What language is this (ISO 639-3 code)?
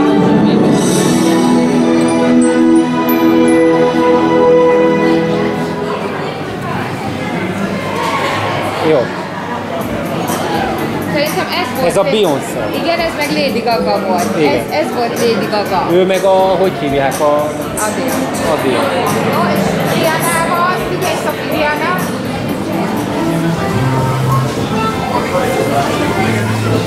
hun